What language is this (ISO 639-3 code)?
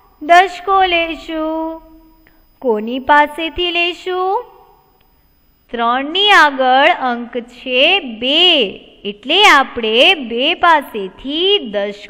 guj